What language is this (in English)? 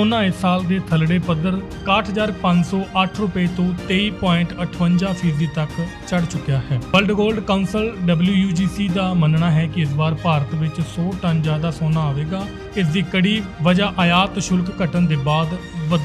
Punjabi